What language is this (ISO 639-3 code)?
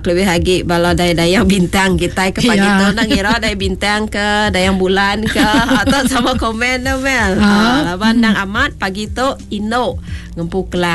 iba